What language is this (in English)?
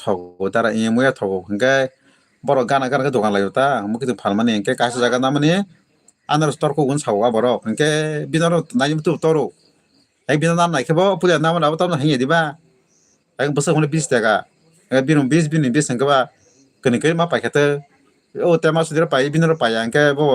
Kok Borok